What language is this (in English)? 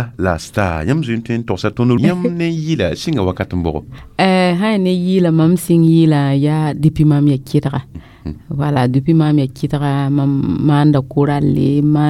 Mossi